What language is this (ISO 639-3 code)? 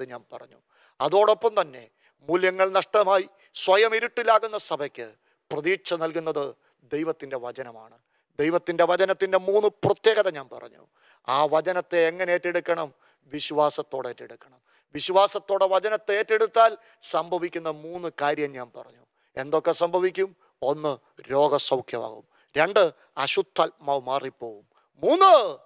mal